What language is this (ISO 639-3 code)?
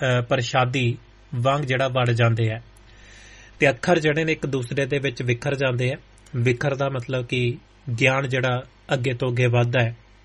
pan